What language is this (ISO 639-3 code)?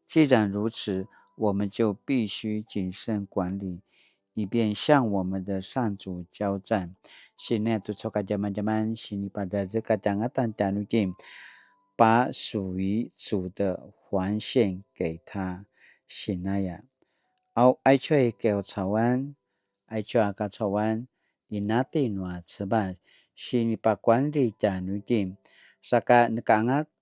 pwn